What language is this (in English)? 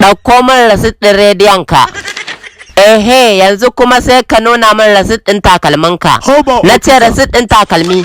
Hausa